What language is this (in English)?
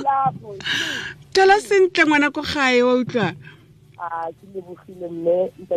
Tswana